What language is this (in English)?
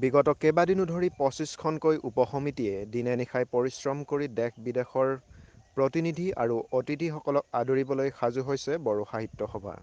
Assamese